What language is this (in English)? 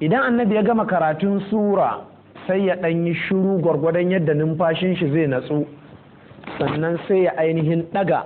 Hausa